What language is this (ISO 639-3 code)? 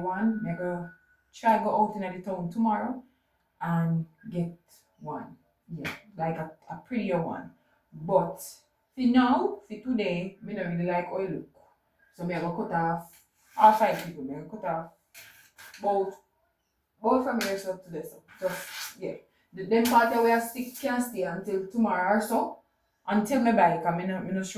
jam